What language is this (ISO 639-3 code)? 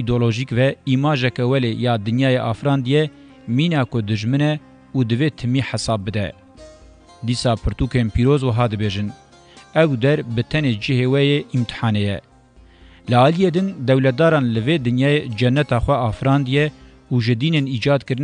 kur